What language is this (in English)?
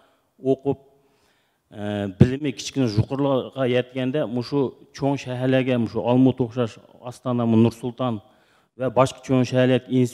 Uyghur